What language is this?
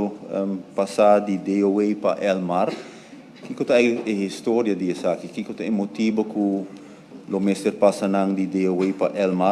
Papiamento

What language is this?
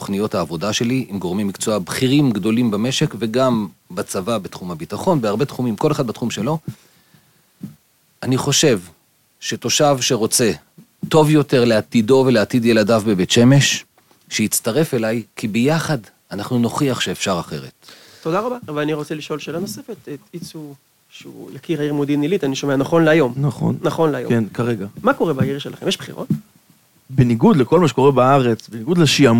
Hebrew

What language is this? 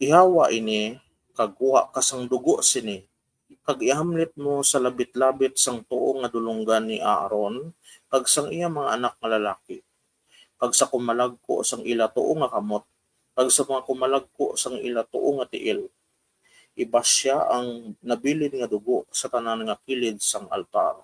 Hiligaynon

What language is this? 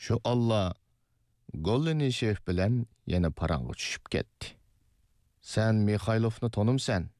Uyghur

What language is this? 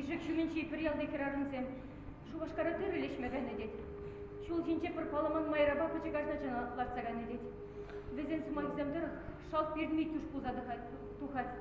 Chuvash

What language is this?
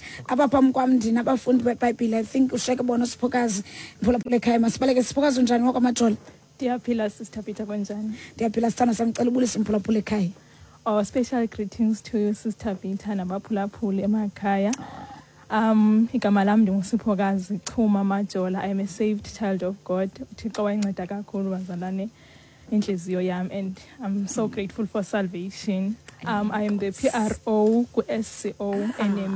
Xhosa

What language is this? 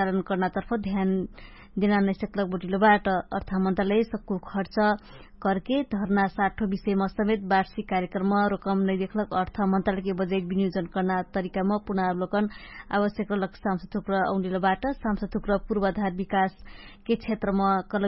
Dangaura Tharu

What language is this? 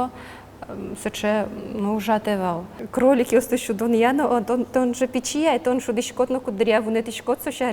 Udmurt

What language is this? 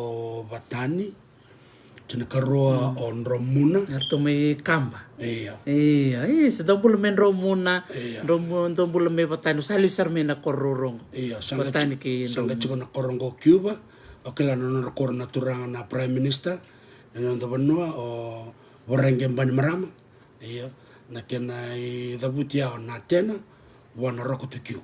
Fijian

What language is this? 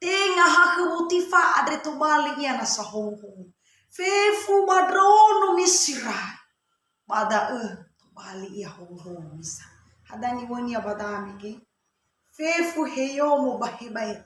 Nias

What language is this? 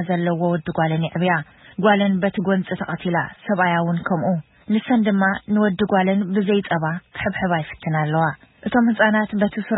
Tigrinya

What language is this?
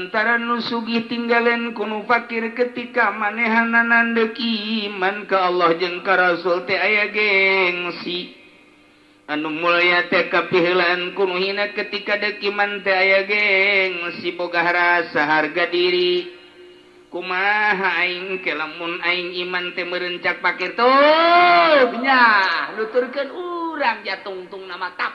Sundanese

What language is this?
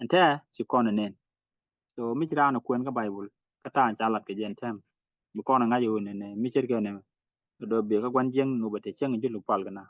Nuer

